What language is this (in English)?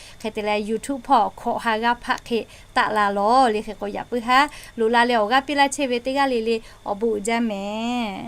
Lahu